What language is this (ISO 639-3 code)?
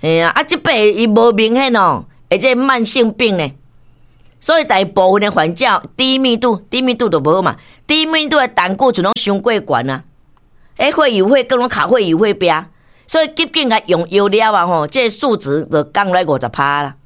nan